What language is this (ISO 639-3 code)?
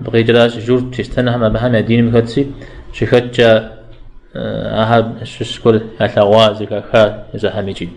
kbd